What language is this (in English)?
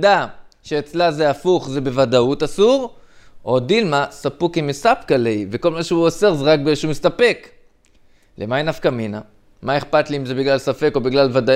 Hebrew